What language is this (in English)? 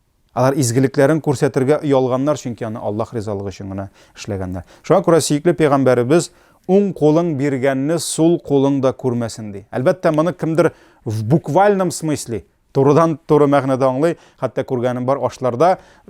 Tatar